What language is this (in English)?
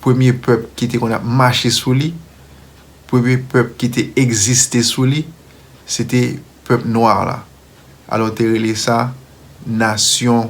Haitian Creole